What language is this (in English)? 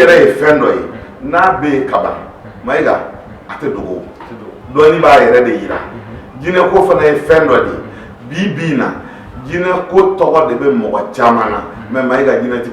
Bambara